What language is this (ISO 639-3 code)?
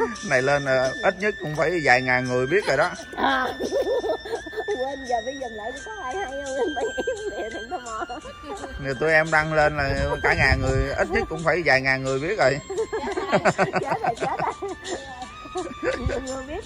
vie